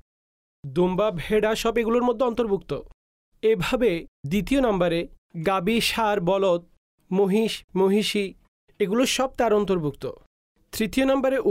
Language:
Bangla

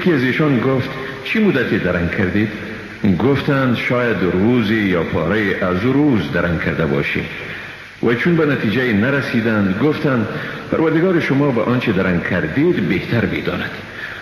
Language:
Persian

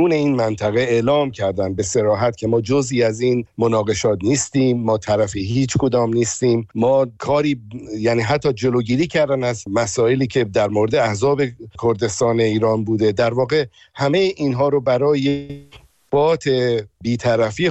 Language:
Persian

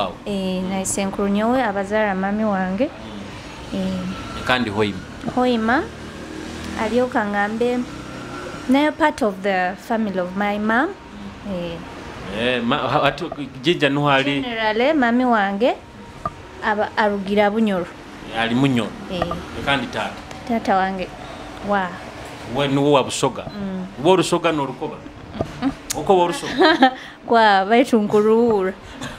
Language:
Nyoro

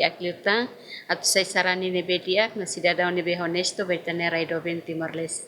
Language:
Tetum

